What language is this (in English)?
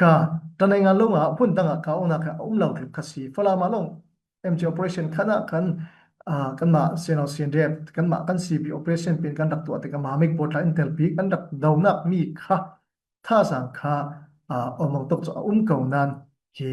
Falam Chin